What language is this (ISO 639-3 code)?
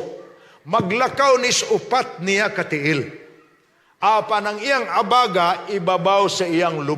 ceb